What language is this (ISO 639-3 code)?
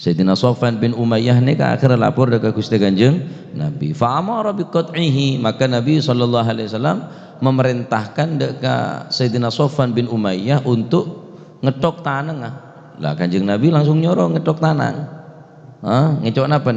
mad